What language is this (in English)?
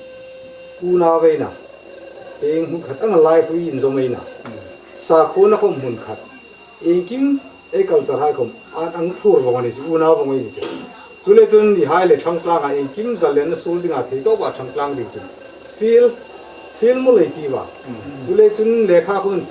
Hmar